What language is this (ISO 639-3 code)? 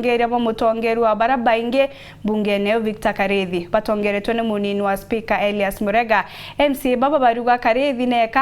mer